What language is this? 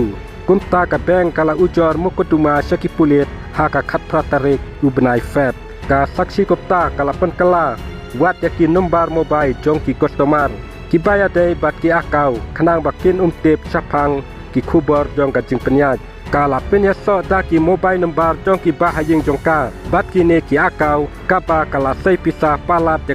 Khasi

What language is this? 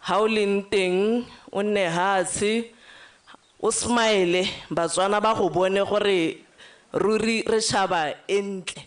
Tswana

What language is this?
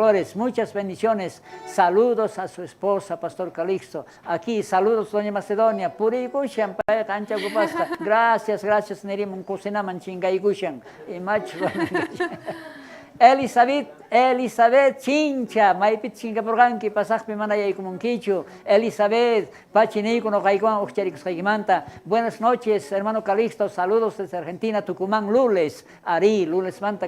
South Bolivian Quechua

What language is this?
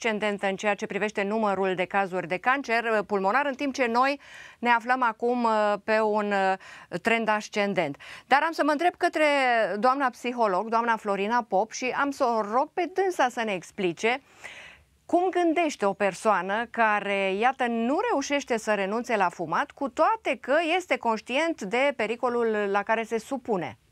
Romanian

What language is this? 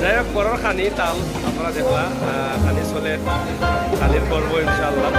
Sylheti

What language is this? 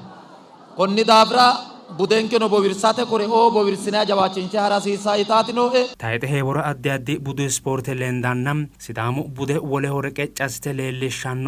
Sidamo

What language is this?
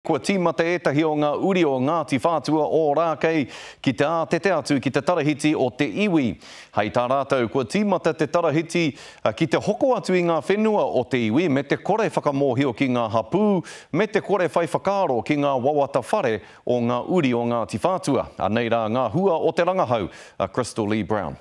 Māori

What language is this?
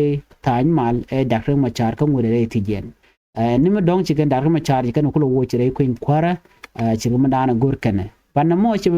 Nuer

